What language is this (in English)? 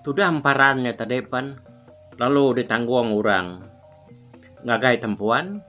Iban